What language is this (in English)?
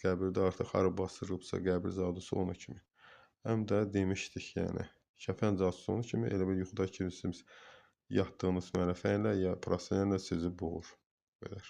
Azerbaijani